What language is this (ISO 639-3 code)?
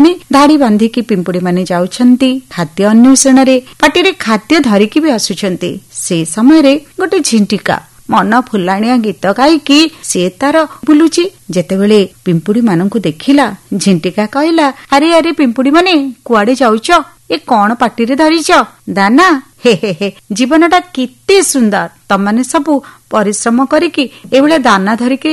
ori